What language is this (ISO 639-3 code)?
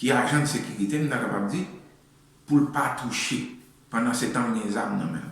hat